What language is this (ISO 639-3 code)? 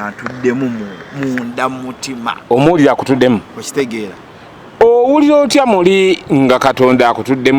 lug